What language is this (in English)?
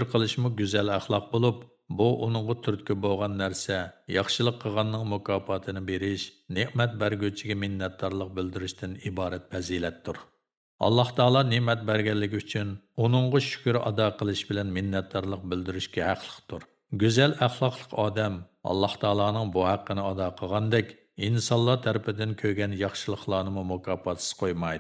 Uyghur